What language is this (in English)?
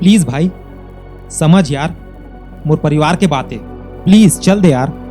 Chhattisgarhi